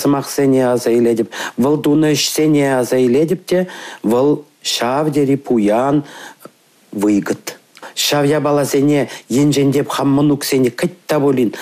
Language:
Chuvash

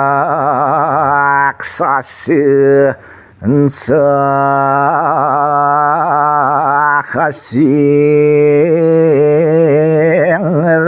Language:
Balinese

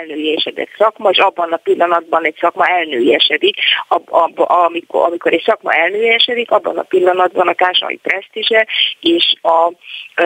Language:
Hungarian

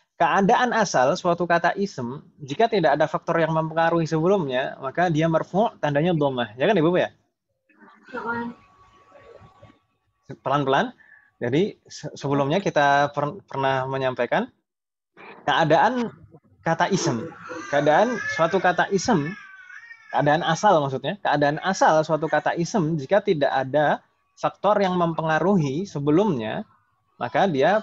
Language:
Indonesian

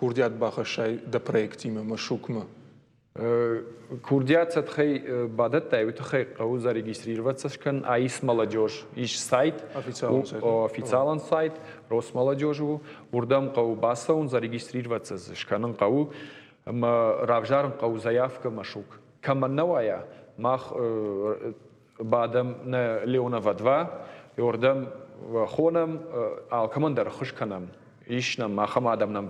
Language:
Ossetic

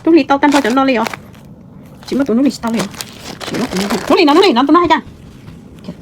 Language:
Hmong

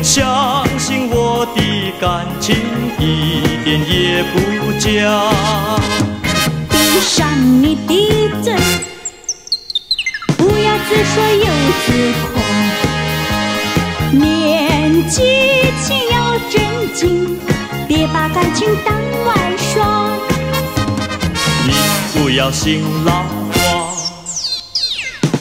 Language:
Chinese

